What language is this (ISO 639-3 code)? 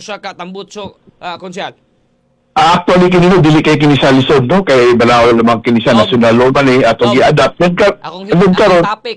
ceb